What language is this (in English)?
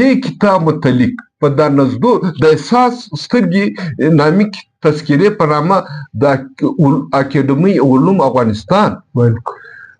Pashto